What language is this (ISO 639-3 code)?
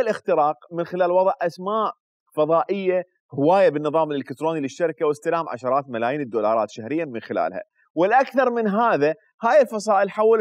acm